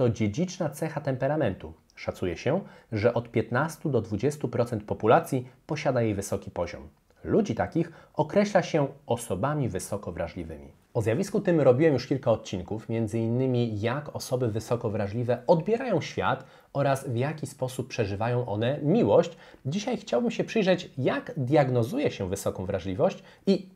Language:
Polish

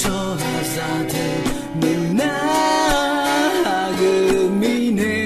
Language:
Akha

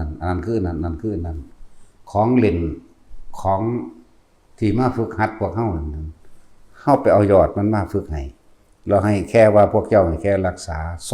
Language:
Northeastern Thai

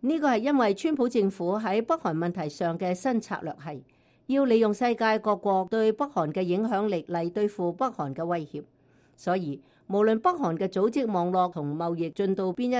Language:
Cantonese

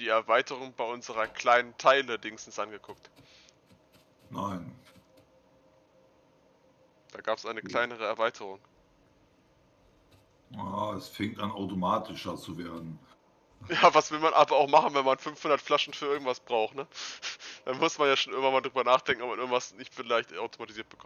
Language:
German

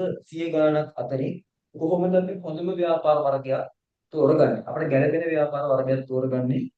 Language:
Sinhala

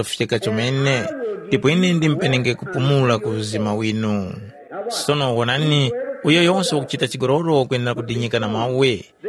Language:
Tumbuka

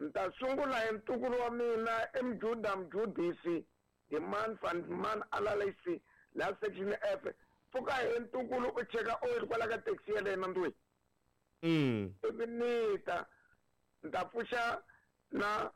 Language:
Tsonga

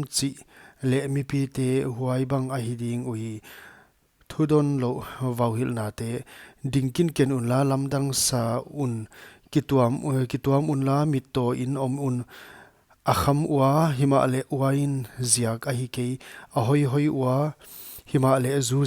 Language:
Paite Chin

